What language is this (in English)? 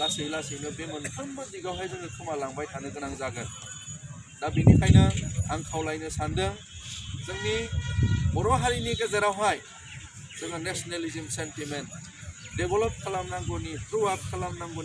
Bodo